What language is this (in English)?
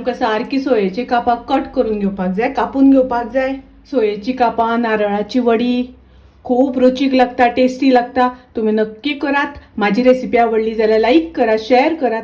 Konkani